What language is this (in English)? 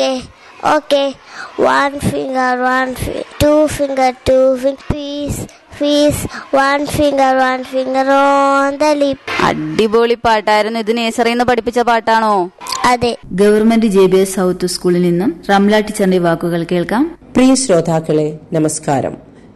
Malayalam